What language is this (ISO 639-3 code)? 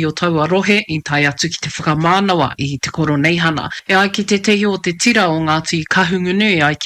mri